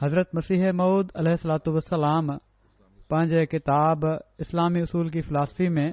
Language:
Sindhi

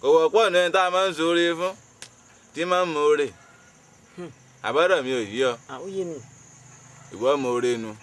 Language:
Yoruba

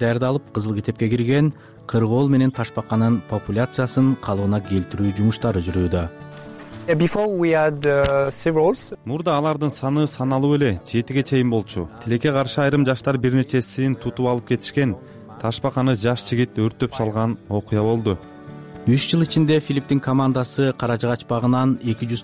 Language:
Kyrgyz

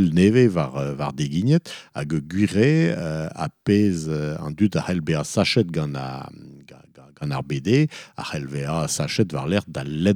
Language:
Breton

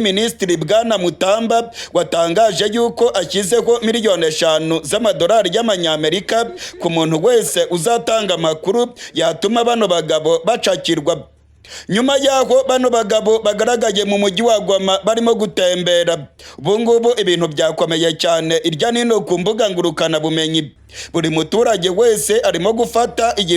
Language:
Rundi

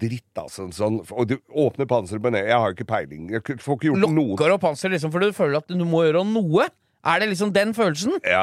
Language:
Norwegian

